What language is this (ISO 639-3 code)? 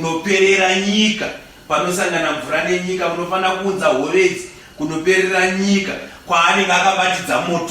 sna